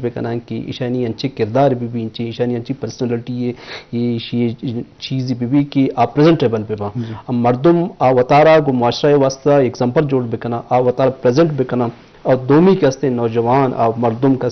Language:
Eastern Balochi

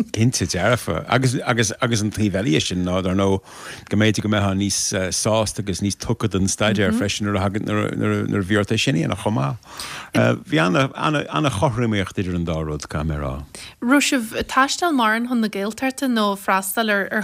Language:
Irish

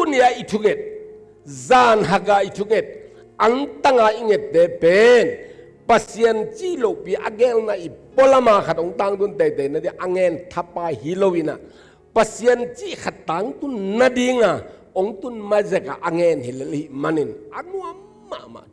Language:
Tedim Chin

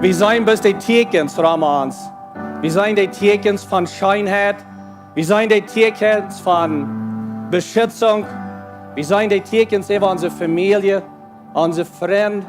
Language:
Plautdietsch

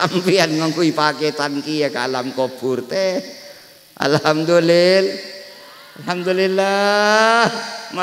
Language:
Madurese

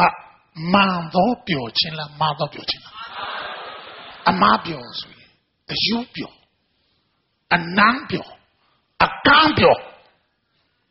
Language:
Burmese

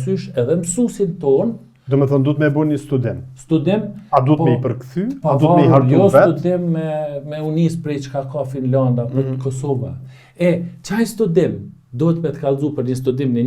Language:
Albanian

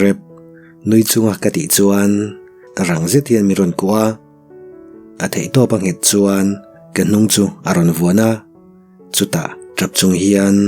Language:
Mizo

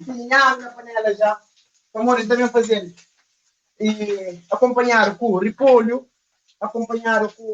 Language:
Kabuverdianu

